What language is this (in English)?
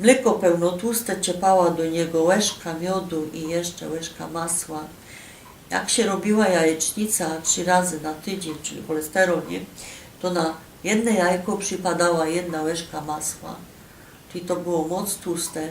Silesian